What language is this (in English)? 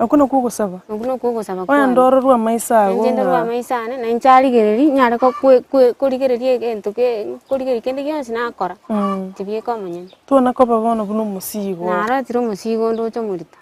Gusii